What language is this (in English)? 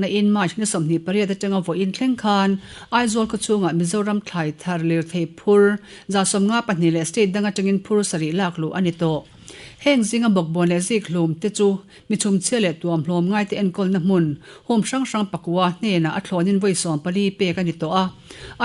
Mizo